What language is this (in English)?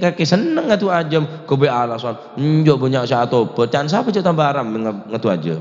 Madurese